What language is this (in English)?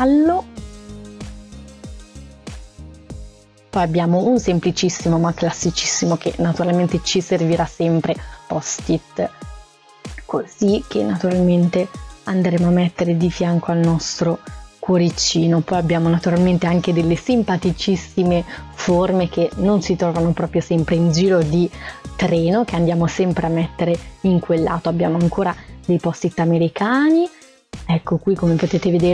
Italian